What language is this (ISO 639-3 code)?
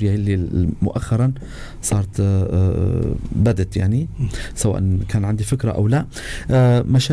apc